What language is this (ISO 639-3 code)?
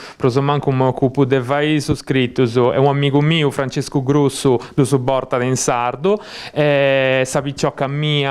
srd